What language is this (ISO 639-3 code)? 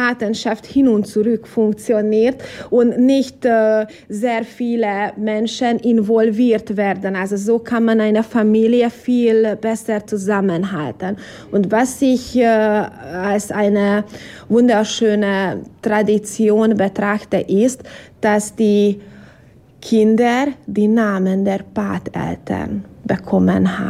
deu